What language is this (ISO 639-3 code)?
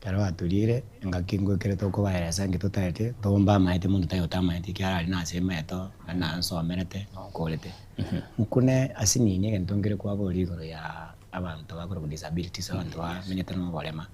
guz